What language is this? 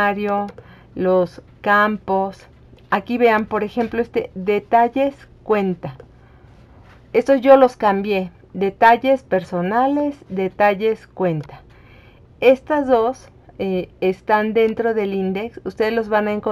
Spanish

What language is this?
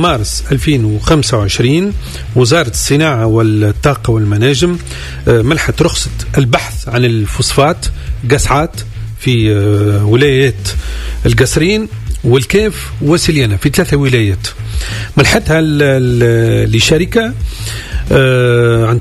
Tunisian Arabic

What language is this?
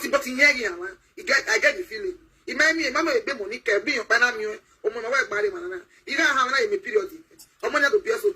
Nigerian Pidgin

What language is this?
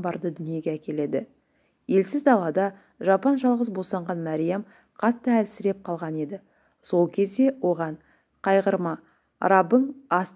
Kazakh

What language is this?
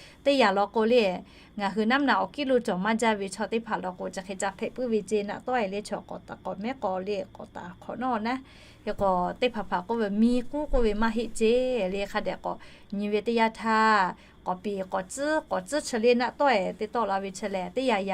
Lahu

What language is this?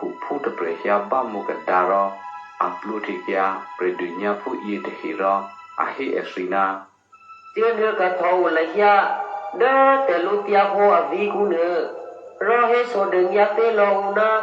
Eastern Kayah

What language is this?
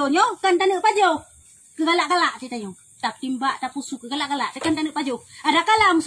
Achinese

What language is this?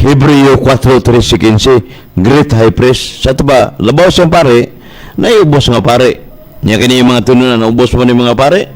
Cebuano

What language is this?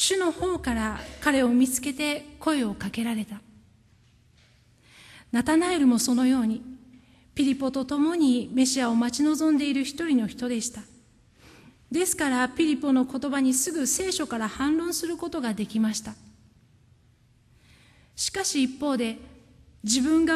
Japanese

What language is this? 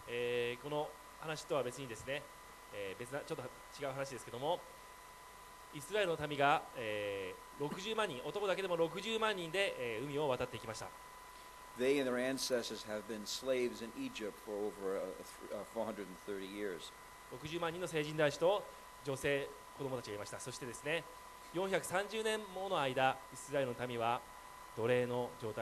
Japanese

